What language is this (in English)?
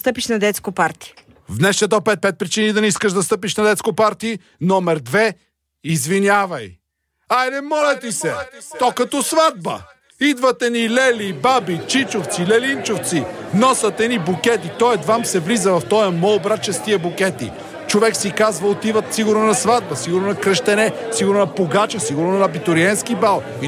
Bulgarian